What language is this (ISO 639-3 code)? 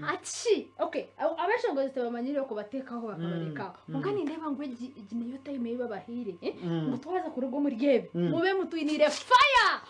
nyn